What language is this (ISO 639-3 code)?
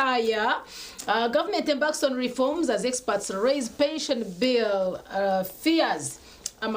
nyn